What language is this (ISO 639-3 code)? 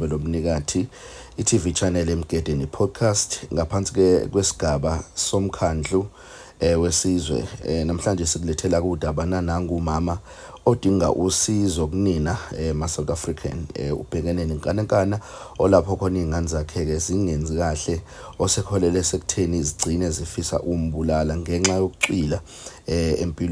zul